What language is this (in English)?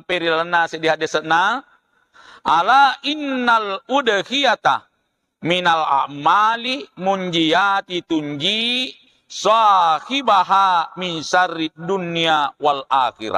Buginese